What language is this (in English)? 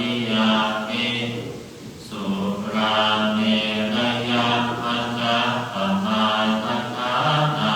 Pali